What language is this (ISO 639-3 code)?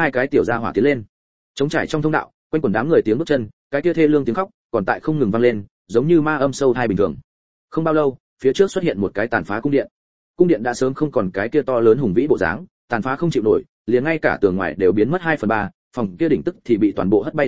vie